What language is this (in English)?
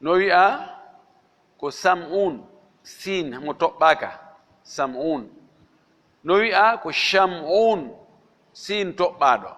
Fula